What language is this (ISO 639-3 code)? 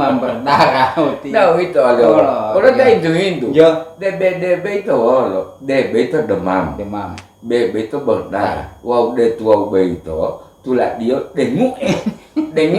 gor